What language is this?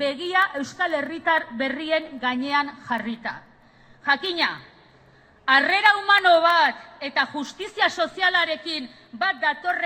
Basque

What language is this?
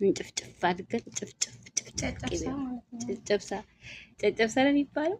Amharic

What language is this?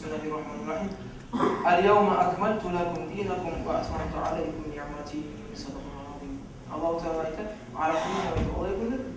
Kumyk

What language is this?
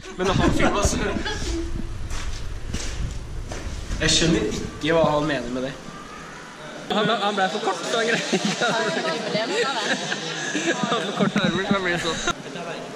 Norwegian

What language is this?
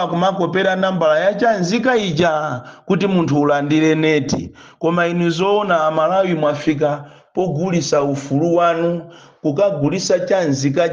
Nyanja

